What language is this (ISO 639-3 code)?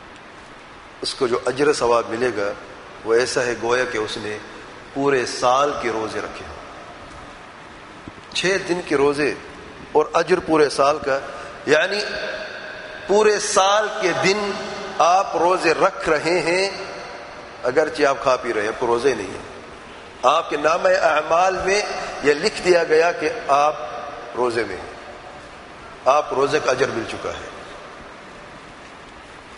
urd